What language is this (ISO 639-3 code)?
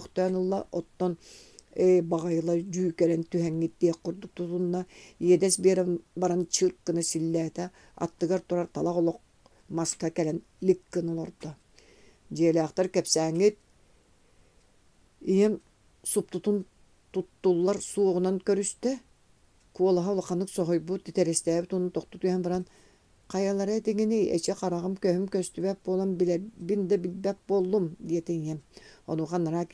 sah